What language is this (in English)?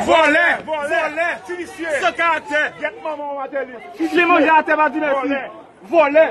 Haitian Creole